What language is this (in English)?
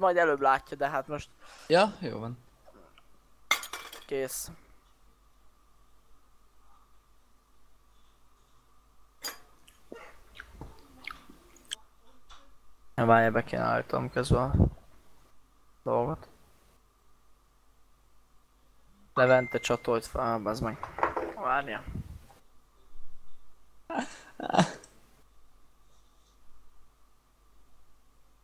Hungarian